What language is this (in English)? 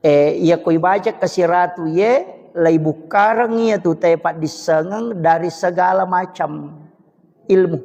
Buginese